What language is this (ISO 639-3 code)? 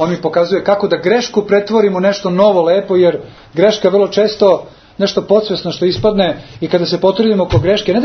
srp